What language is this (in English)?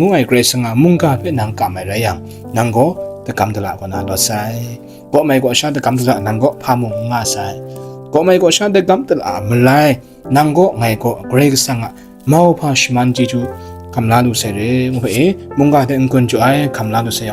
Kachin